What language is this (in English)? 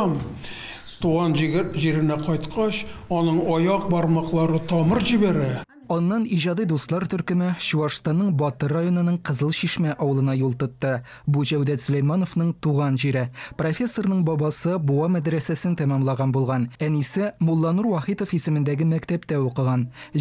Tatar